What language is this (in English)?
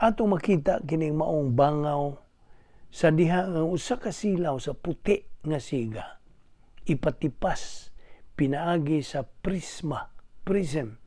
Cebuano